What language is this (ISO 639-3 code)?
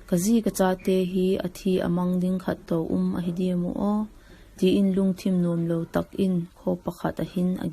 vap